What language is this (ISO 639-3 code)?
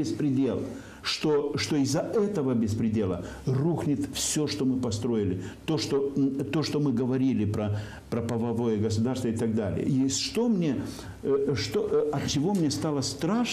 rus